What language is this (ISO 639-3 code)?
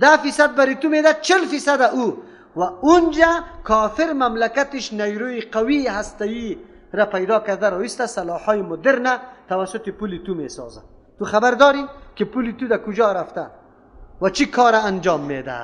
fas